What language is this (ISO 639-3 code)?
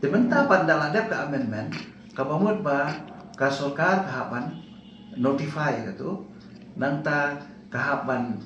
kha